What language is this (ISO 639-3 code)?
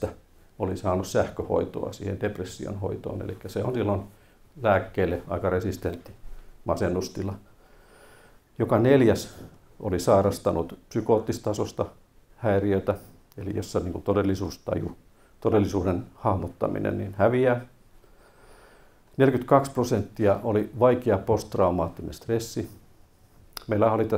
fin